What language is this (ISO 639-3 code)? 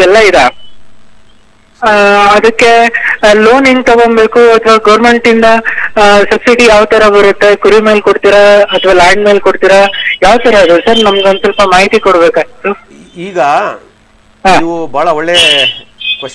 kan